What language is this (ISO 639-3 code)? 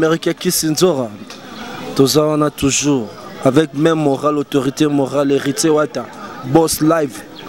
lin